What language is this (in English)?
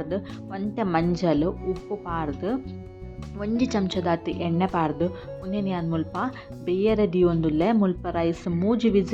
Tulu